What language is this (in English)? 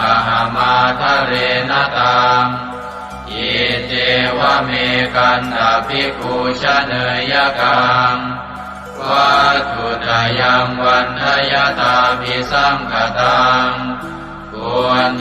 Pali